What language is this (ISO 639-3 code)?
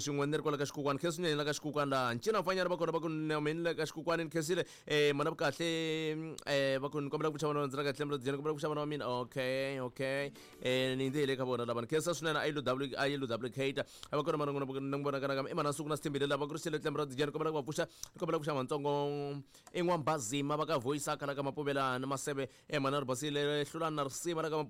tso